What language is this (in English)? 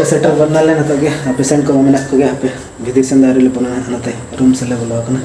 Santali